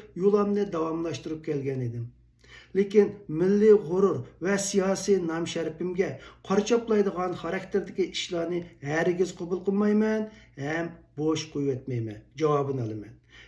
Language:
Uyghur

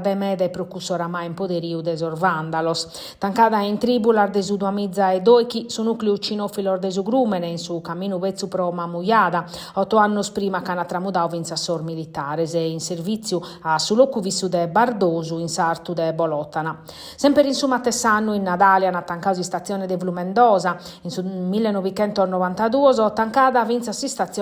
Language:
Sardinian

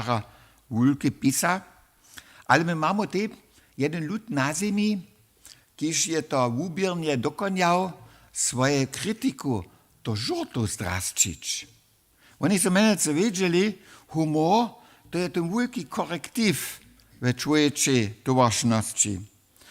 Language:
Upper Sorbian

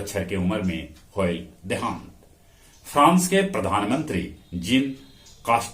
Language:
Magahi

